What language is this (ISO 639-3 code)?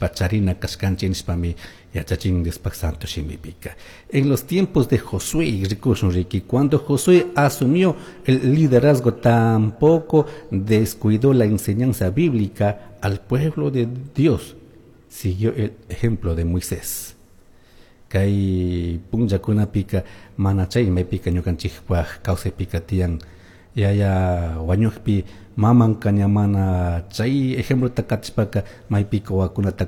qug